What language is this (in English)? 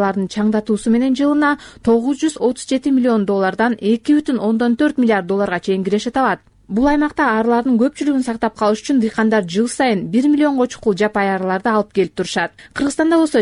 Kyrgyz